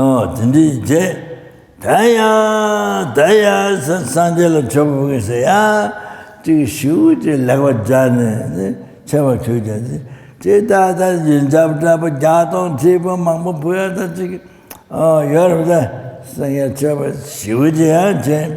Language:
Tibetan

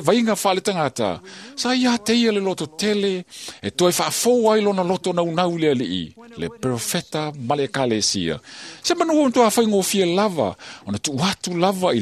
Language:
Samoan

